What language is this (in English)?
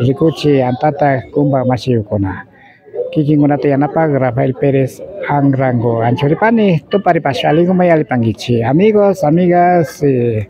Imbabura Highland Quichua